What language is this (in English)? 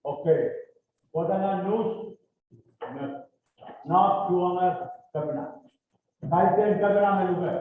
Pohnpeian